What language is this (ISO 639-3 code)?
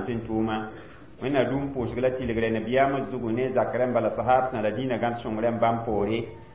mos